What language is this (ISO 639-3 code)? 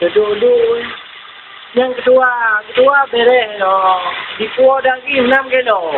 ace